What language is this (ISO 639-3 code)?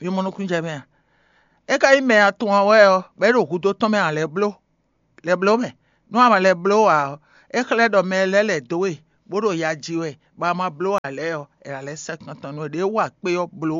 fon